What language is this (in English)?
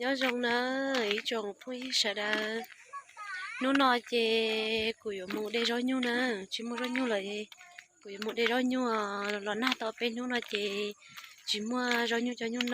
Hmong